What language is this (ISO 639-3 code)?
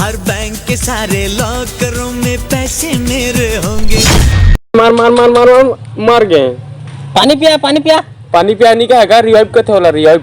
hne